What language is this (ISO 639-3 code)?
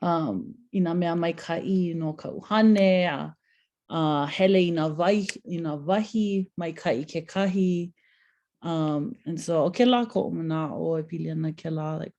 haw